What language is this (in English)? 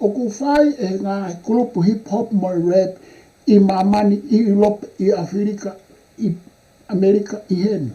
Tongan